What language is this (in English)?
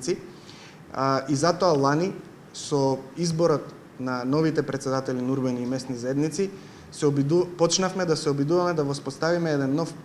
Macedonian